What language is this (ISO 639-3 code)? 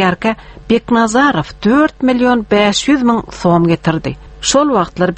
tuk